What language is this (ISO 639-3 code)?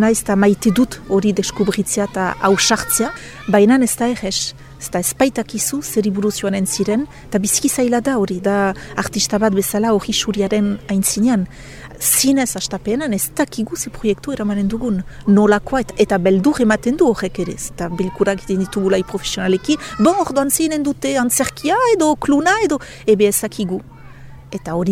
eus